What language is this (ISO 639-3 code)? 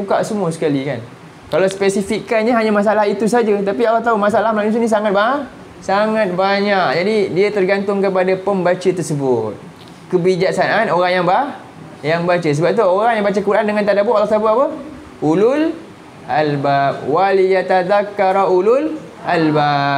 msa